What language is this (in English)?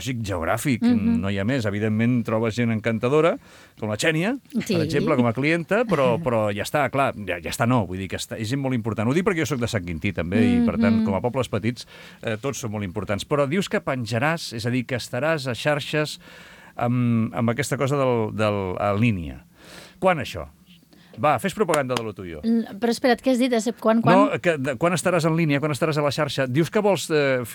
Catalan